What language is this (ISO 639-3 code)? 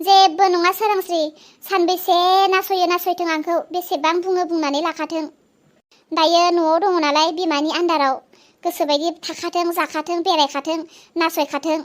brx